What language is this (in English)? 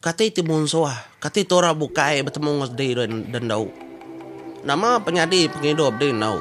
Iban